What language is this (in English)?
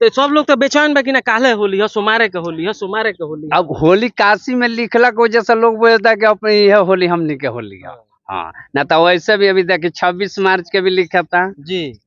Bhojpuri